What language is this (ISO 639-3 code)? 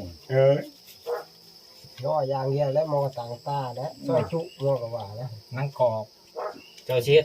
tts